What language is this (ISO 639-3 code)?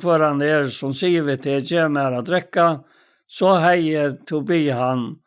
fao